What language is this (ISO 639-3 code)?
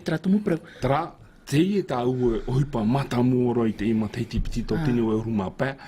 tah